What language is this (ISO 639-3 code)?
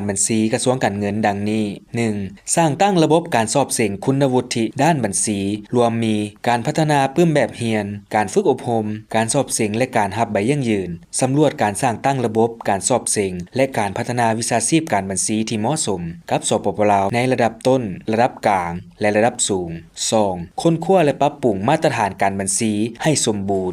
lao